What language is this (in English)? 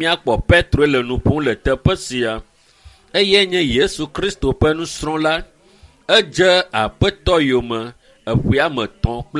Ewe